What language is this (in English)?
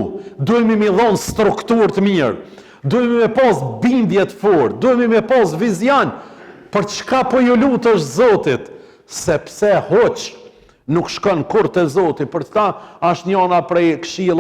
Albanian